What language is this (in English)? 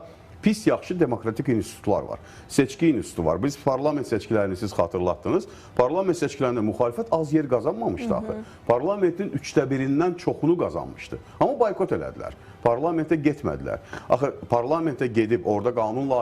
Azerbaijani